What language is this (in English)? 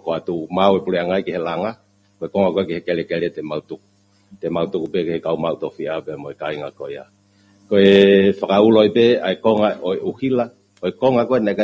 Tongan